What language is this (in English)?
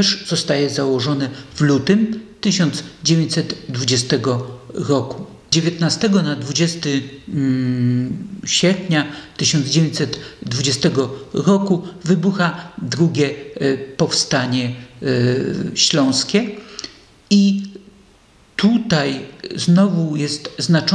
Polish